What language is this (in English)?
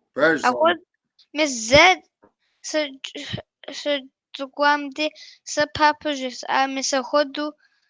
Kabardian